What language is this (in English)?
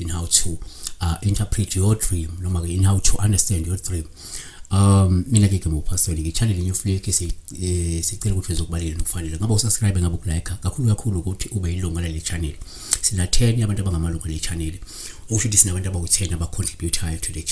Zulu